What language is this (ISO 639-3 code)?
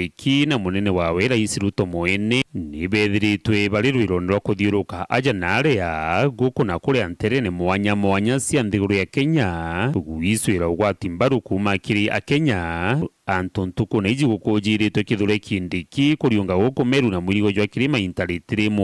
mer